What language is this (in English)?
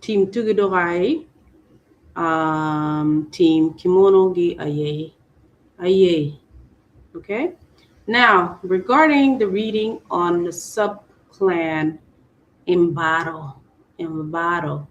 Acoli